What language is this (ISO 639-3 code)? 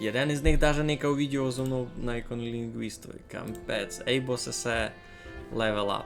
rue